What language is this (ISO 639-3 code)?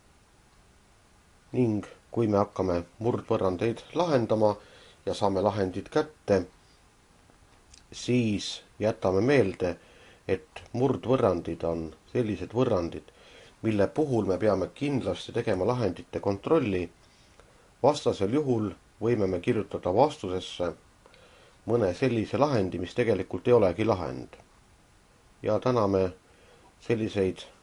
est